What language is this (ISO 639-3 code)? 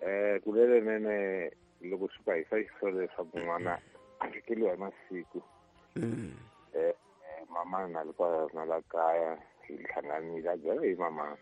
tso